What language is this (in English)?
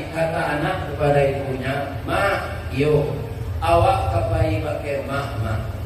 Minangkabau